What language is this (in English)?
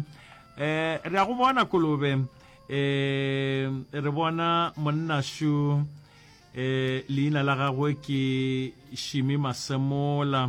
Northern Sotho